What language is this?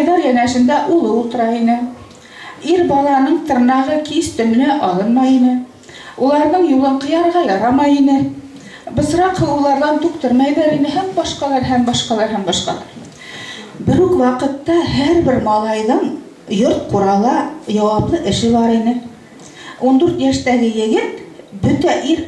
Bashkir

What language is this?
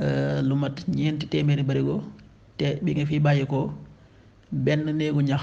Wolof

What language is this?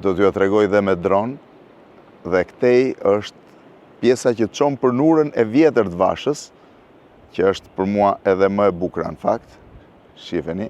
Albanian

